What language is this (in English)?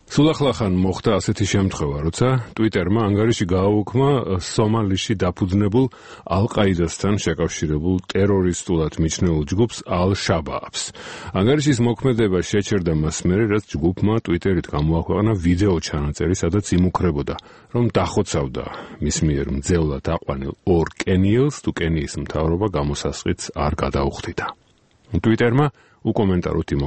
Georgian